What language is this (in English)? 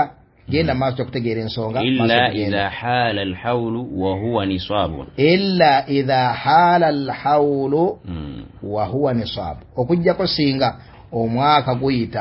Ganda